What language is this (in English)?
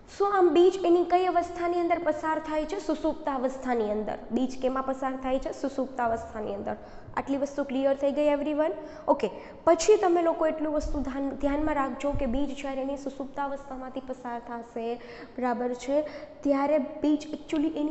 Gujarati